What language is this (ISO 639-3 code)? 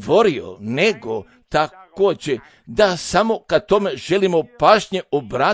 hrv